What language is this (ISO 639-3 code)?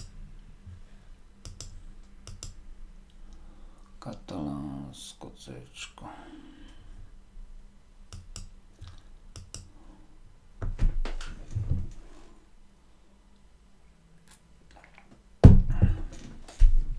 slk